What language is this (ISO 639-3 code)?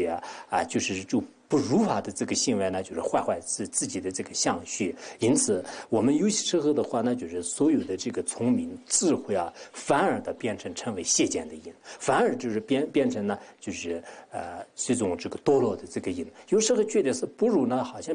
zho